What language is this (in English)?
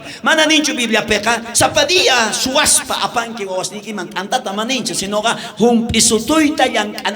South Bolivian Quechua